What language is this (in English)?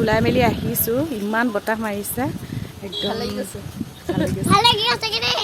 Assamese